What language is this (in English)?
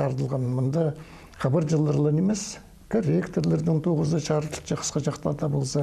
Khakas